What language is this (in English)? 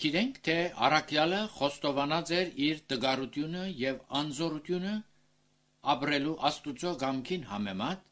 Armenian